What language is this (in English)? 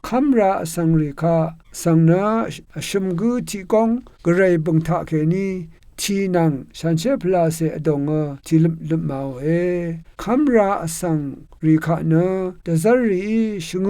Rawang